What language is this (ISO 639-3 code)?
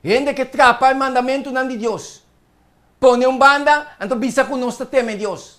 pap